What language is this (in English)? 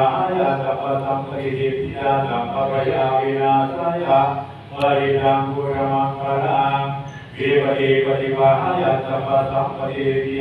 Pali